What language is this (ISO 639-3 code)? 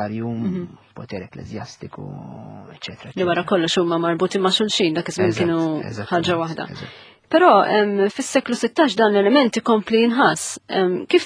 mlt